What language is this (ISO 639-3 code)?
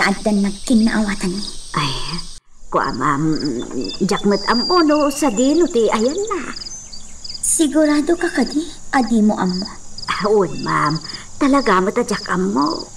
ilo